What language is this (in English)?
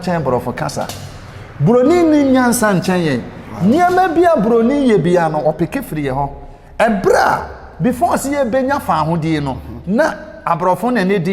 Akan